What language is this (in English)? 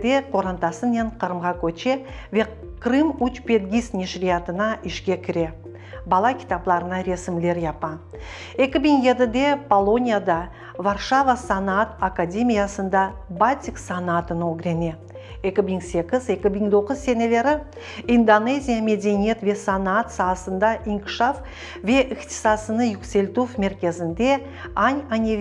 Crimean Tatar